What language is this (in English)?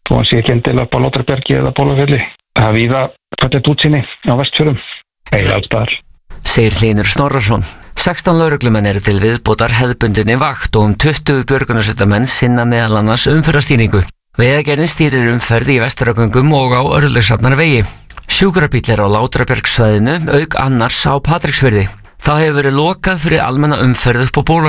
Icelandic